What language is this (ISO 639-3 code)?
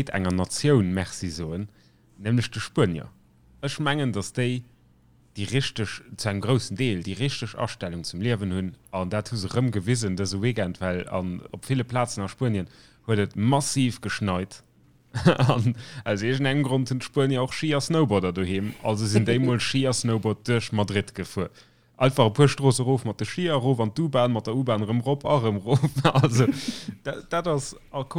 ltz